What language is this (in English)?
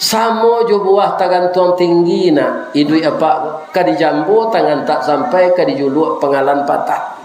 Minangkabau